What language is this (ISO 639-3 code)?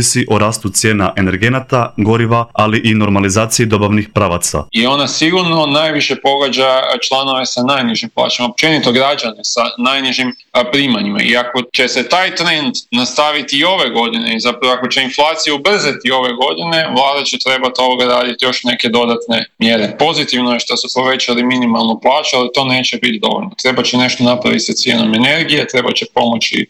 hrv